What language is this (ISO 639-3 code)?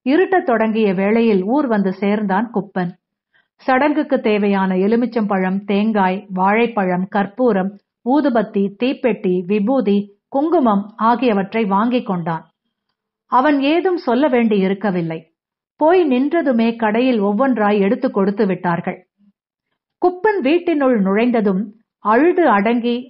tam